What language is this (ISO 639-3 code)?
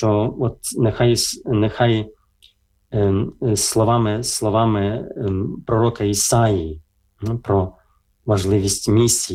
ukr